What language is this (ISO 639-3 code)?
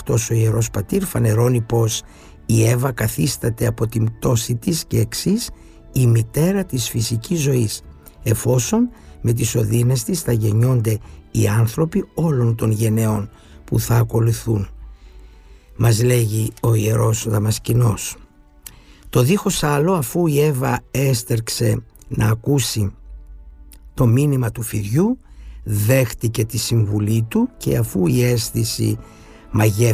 ell